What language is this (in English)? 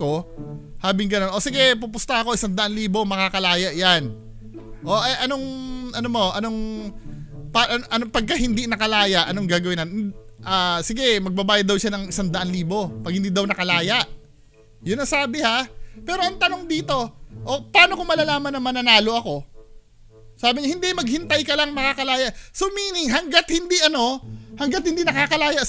Filipino